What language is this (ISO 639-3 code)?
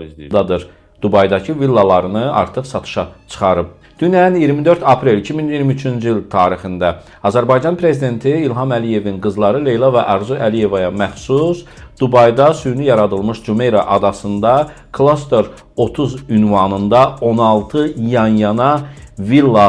aze